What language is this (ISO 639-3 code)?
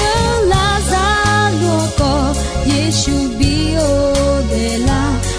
ahk